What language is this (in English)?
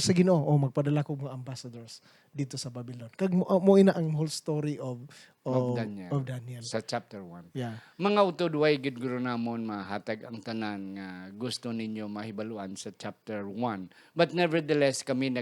Hiligaynon